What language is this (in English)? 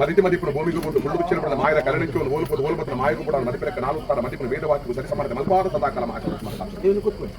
Tulu